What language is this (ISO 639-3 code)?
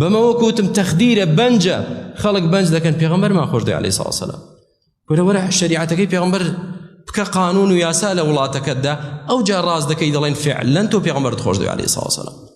ckb